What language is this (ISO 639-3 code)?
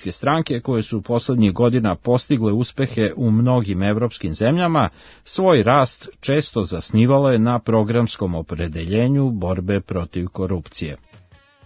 srp